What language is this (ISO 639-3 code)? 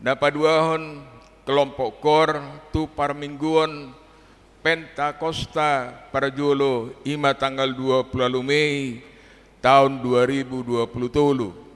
bbc